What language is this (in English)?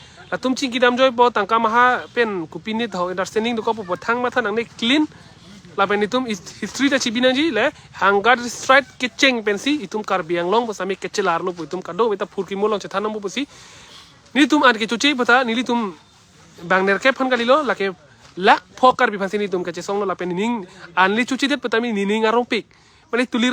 Karbi